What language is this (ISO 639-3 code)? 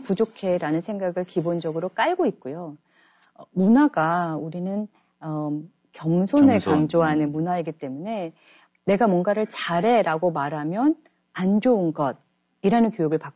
kor